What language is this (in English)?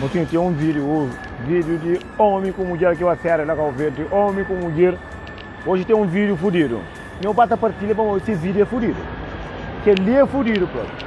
Kabuverdianu